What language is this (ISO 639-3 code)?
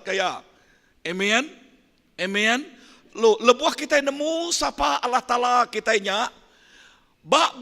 iba